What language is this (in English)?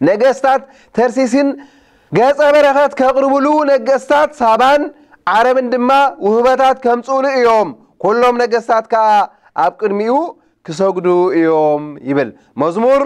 Tigrinya